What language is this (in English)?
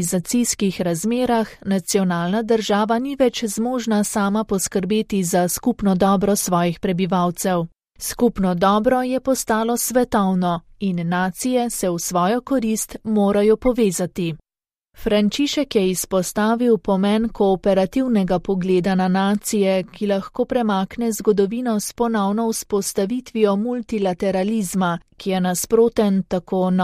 Slovenian